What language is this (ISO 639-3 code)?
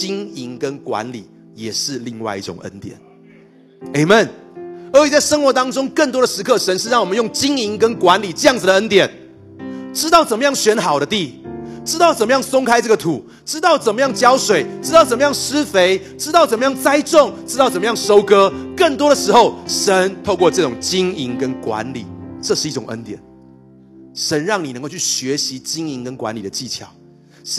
zho